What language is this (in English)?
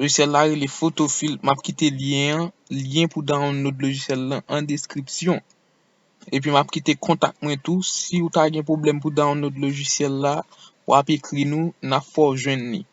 Haitian Creole